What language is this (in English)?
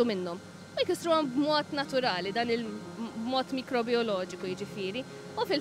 Maltese